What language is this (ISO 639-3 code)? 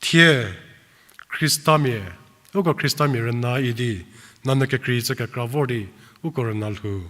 njm